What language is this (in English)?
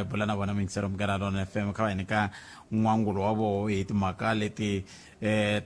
Tsonga